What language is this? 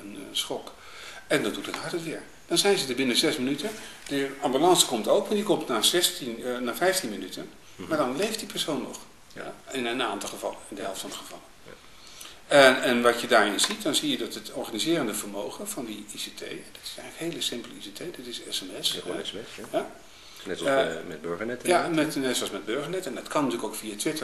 Dutch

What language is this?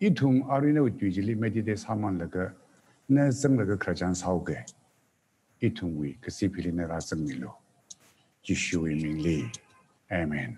Tangkhul Naga (India)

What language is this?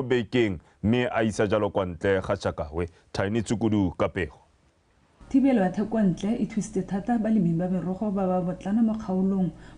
Tswana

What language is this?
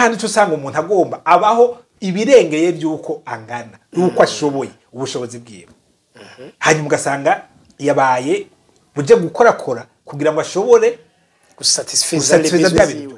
Rundi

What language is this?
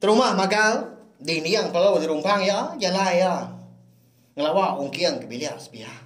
Iban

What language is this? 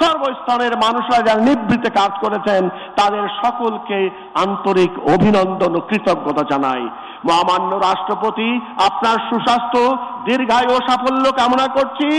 Bangla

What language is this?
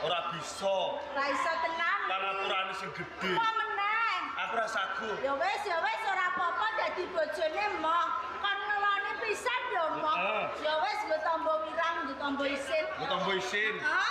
Javanese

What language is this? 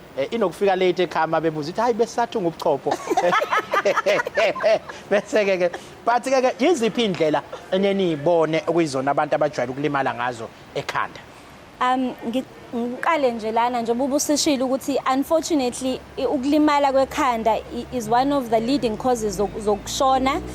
Zulu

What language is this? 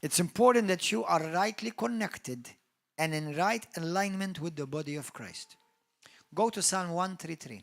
English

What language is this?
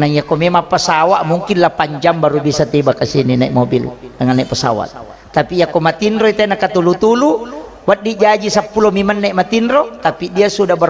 Buginese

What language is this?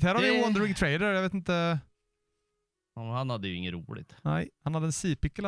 Swedish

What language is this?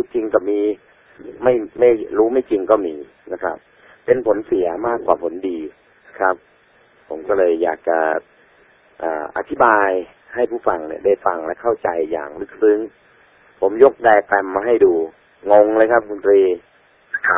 Thai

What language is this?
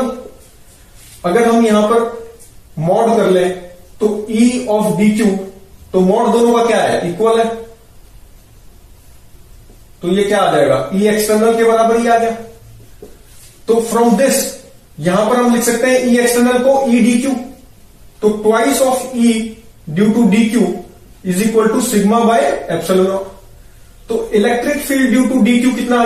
Hindi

